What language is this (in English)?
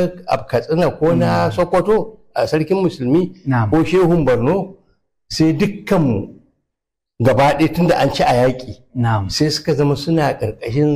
Hausa